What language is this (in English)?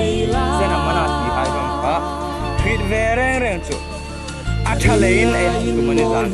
Hmar